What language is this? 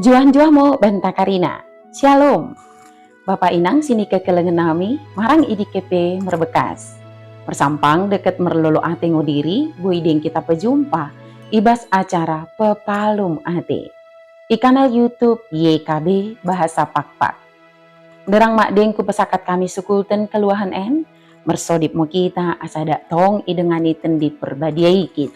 Batak Dairi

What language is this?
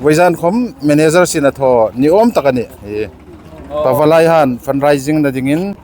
Hmar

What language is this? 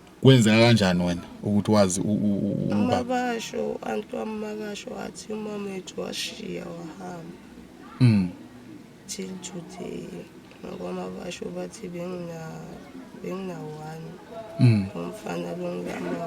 Zulu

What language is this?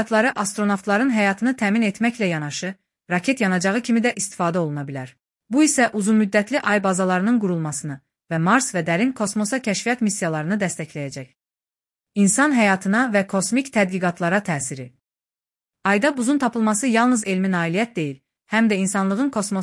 Azerbaijani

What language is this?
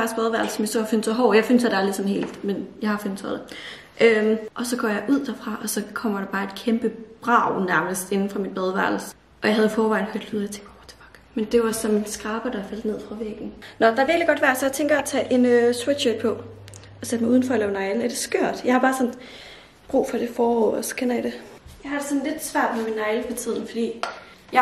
Danish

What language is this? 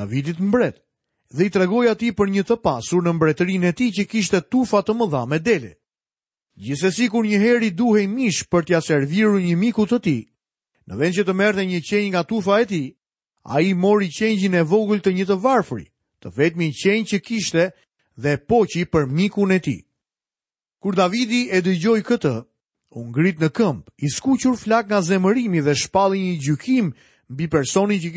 Albanian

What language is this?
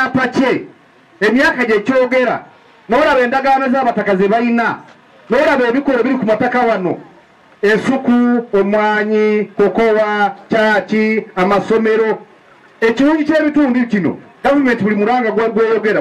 Nyankole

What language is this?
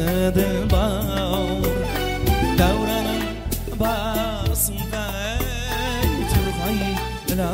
Kara-Kalpak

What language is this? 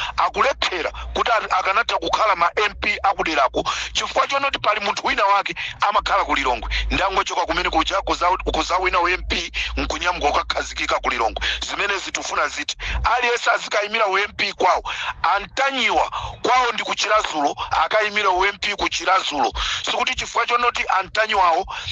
Nyanja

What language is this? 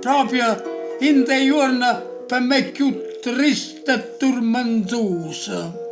Neapolitan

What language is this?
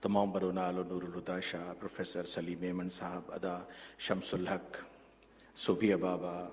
Sindhi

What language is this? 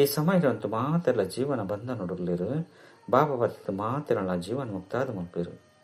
Tulu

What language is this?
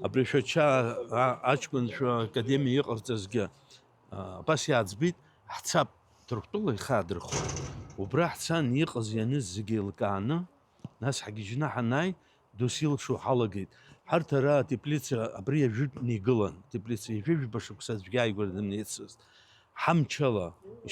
Abkhazian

